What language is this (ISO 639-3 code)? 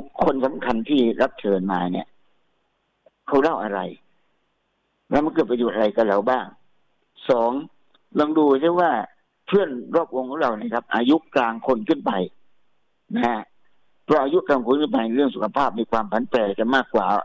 tha